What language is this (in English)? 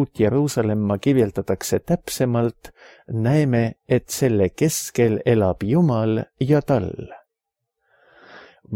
Estonian